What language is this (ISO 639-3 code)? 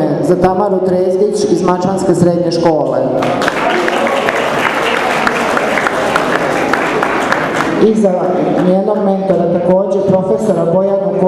srp